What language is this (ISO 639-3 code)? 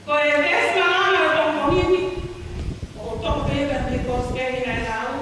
ton